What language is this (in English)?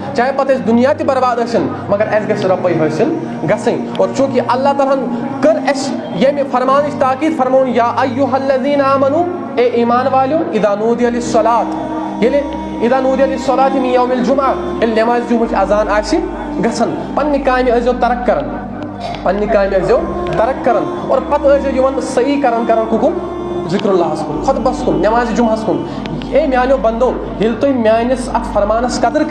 Kashmiri